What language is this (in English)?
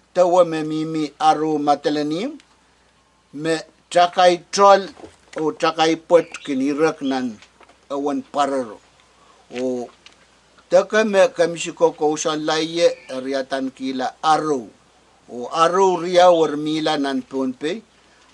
Pohnpeian